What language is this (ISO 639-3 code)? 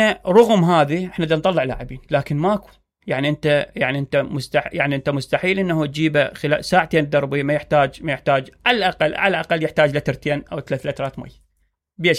acm